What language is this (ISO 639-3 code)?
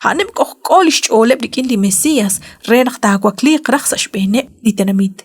kek